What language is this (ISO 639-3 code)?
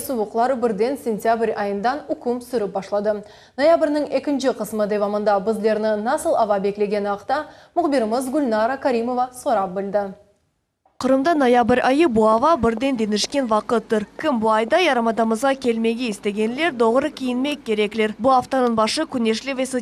crh